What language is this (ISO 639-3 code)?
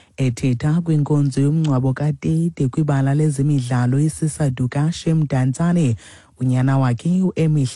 xho